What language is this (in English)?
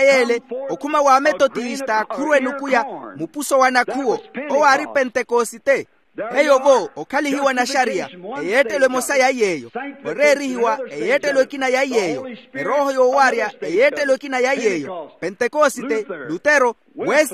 Makhuwa